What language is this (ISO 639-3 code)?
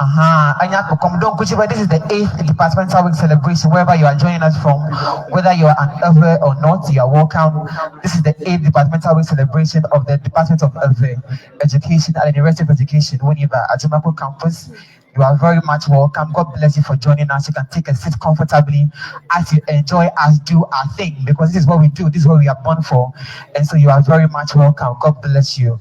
ewe